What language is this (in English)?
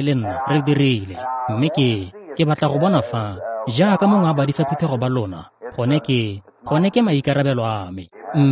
Tswana